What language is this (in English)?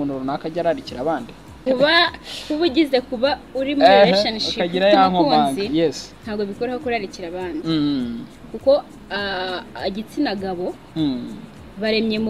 Kinyarwanda